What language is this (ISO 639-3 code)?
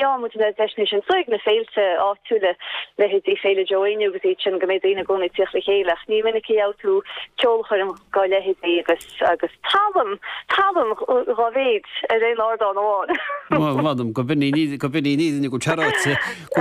gle